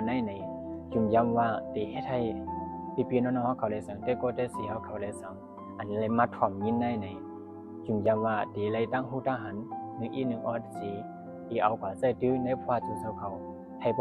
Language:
Shan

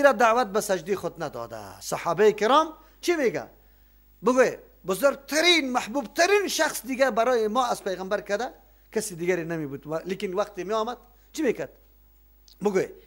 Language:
Persian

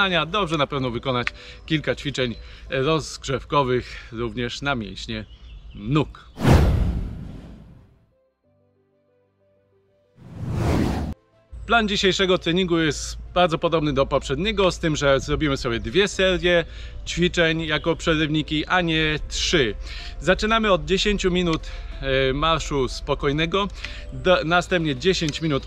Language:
Polish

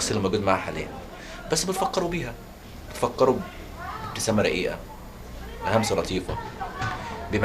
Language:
Egyptian Arabic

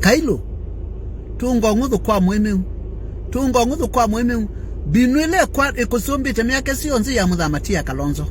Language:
Kamba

